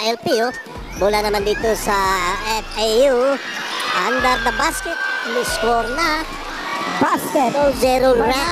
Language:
Filipino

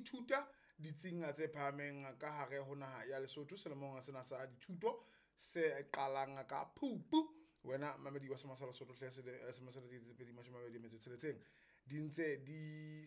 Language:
Southern Sotho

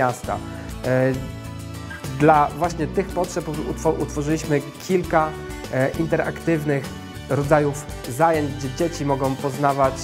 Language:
Polish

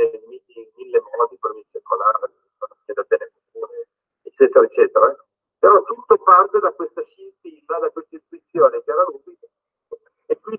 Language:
Italian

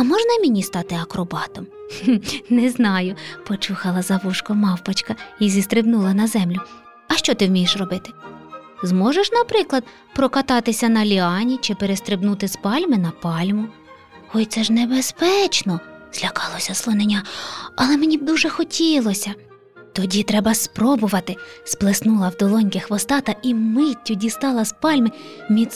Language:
Ukrainian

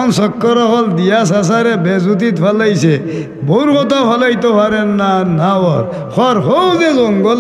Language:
Sylheti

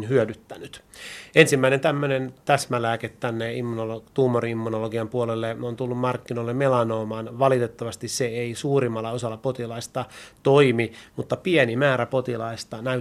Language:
Finnish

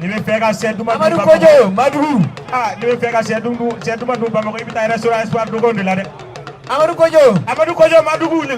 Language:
Bambara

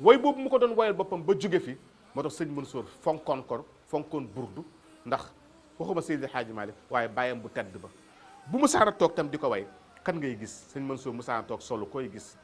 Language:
Wolof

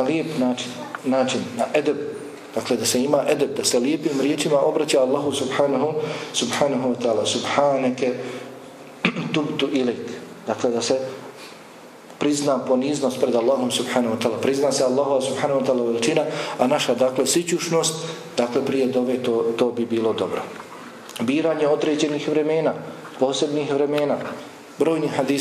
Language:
Bosnian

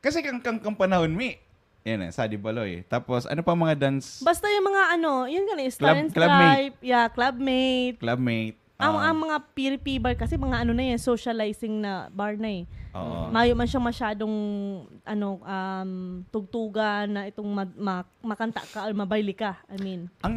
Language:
Bikol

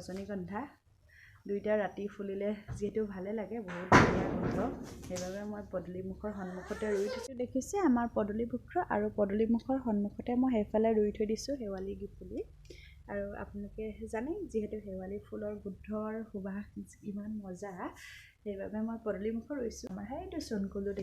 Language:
Assamese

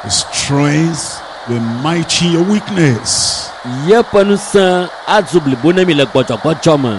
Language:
Ewe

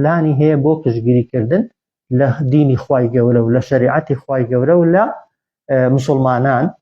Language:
Central Kurdish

